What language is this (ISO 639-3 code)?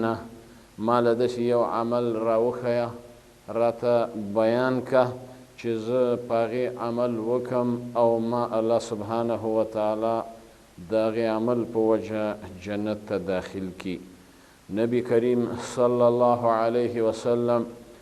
pus